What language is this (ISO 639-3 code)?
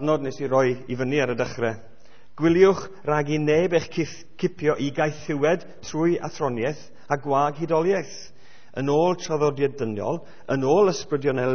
cym